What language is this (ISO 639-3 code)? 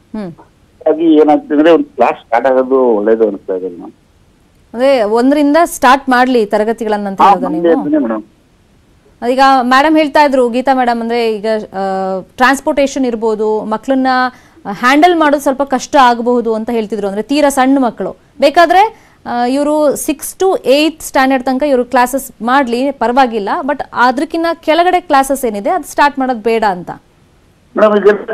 kan